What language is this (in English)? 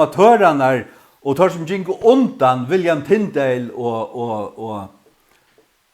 Faroese